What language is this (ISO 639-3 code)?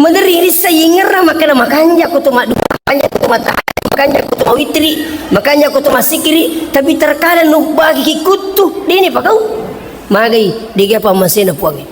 bug